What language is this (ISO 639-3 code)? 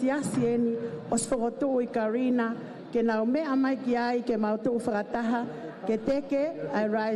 ton